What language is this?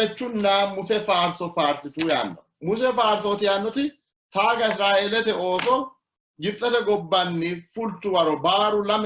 Sidamo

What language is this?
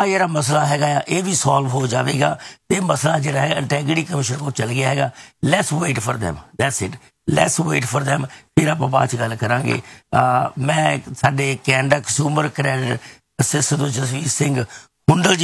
Punjabi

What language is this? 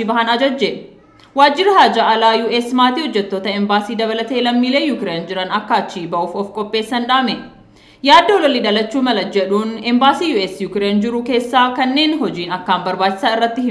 Oromo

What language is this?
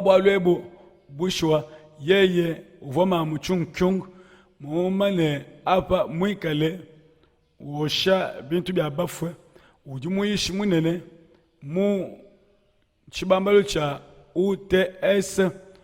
Luba-Lulua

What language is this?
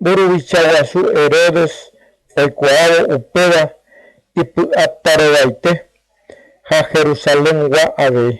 Guarani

